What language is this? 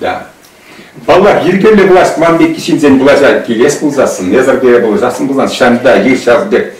Chuvash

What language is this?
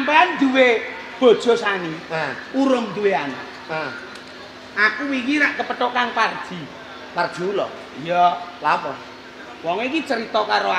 Javanese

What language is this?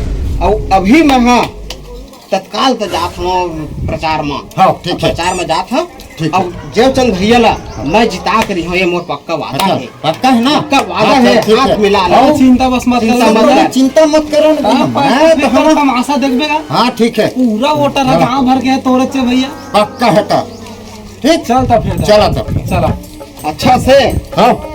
Chhattisgarhi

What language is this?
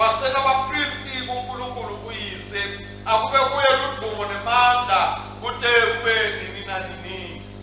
Swati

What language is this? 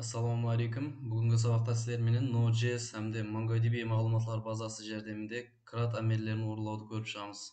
Kara-Kalpak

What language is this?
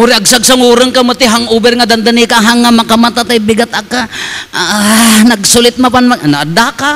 Iloko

